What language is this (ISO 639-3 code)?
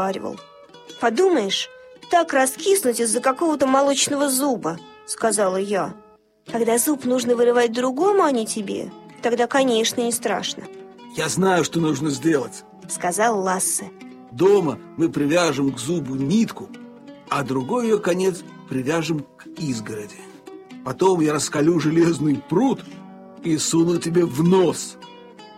rus